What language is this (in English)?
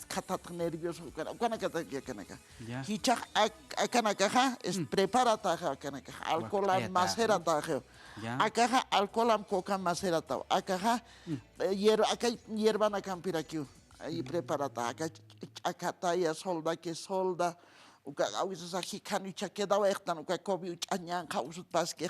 Aymara